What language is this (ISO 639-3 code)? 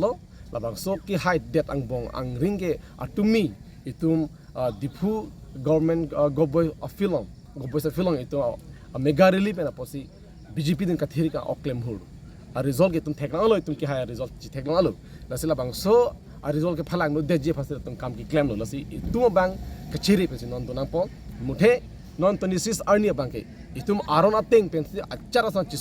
mjw